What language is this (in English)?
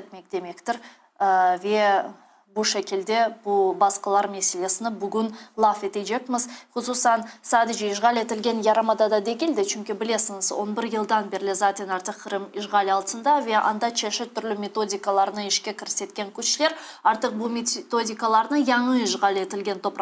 Crimean Tatar